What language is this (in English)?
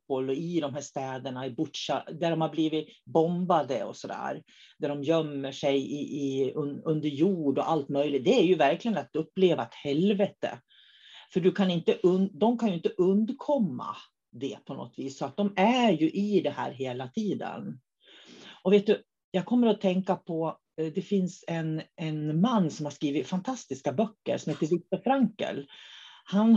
Swedish